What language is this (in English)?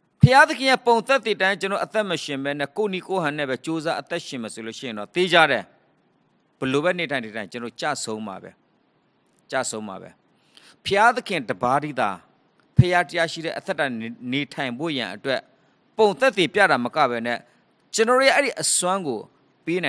Burmese